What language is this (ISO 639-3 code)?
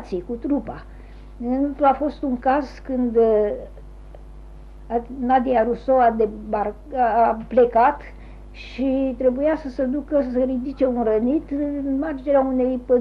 ron